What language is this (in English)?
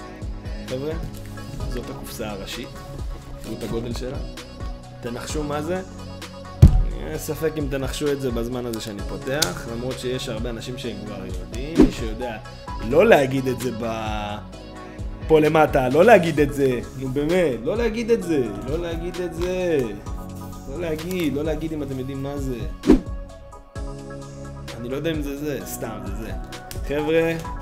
Hebrew